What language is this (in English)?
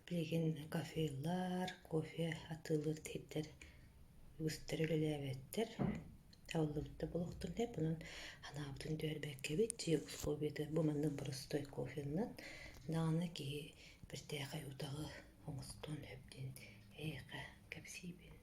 Yakut